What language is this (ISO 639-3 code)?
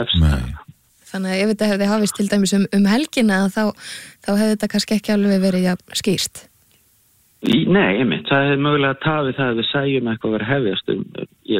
isl